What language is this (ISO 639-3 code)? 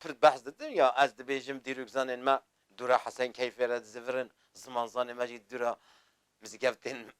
kur